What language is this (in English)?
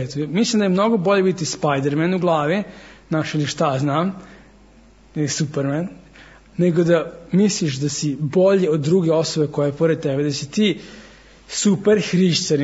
Serbian